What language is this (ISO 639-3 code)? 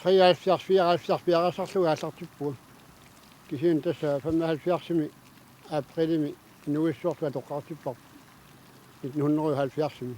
kal